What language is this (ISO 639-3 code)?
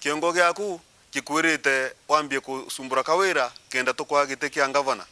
mer